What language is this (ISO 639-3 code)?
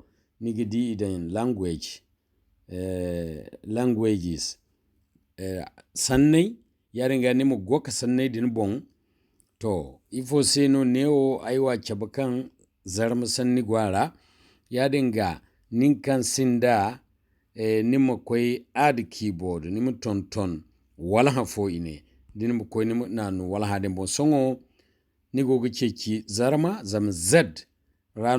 dje